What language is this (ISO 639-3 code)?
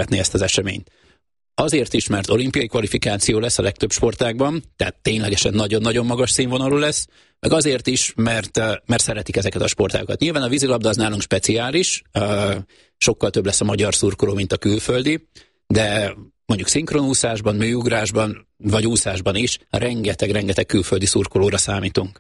hun